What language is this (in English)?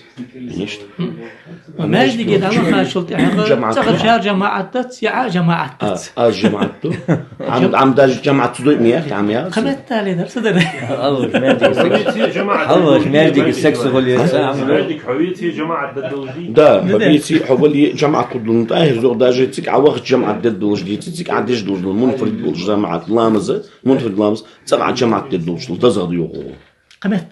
Ingush